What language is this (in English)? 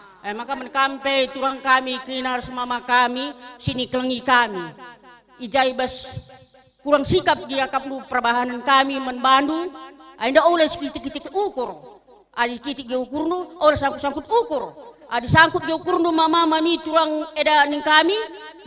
Batak Karo